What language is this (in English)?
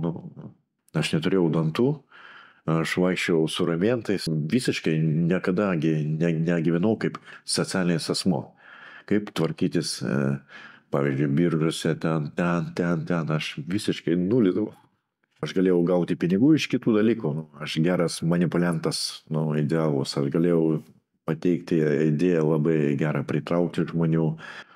Lithuanian